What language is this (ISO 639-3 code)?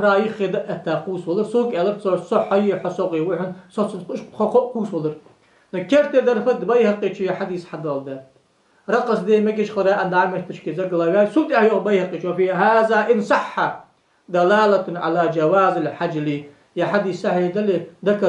inh